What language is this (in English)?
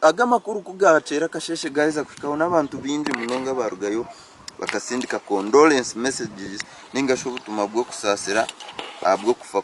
Nyankole